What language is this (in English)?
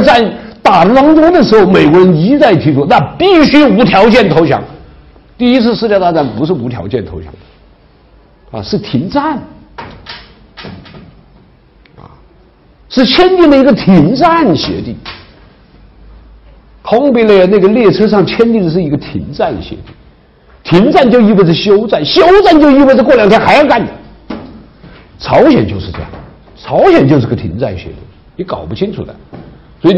Chinese